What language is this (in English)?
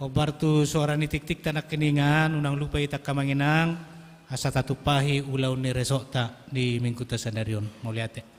Batak Toba